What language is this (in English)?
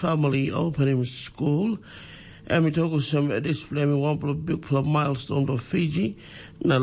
Tok Pisin